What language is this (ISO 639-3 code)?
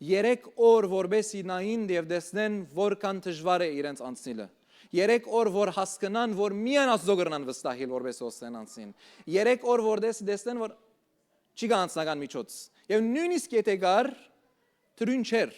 hyw